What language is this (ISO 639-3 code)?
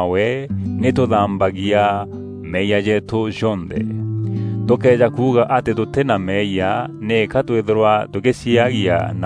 mer